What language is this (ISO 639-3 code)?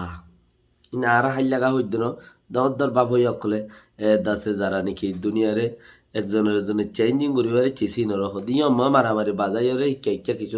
rhg